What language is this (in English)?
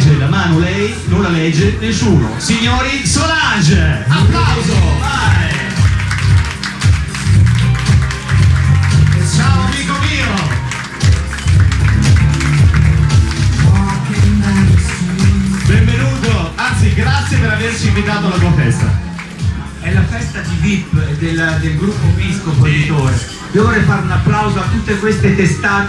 Italian